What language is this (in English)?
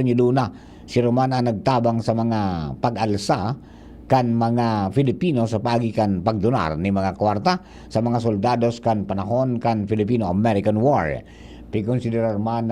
Bikol